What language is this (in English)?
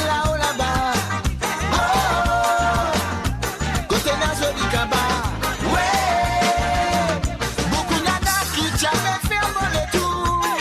Morisyen